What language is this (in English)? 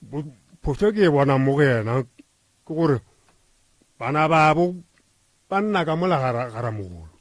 Northern Sotho